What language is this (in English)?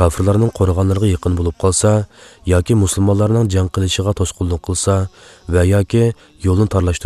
Uyghur